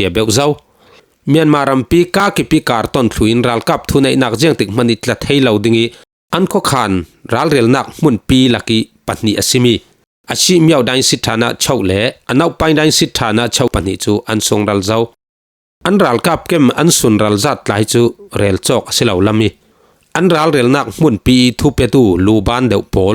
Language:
Falam Chin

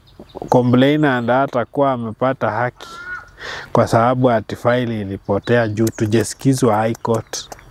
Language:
Swahili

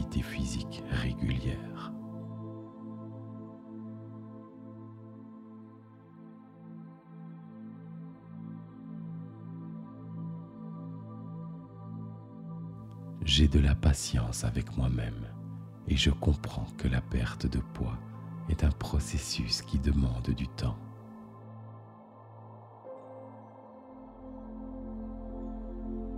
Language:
French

